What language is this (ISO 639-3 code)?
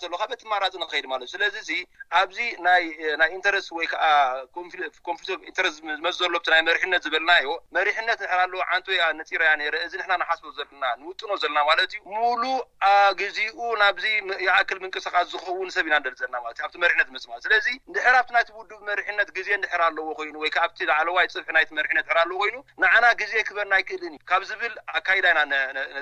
tir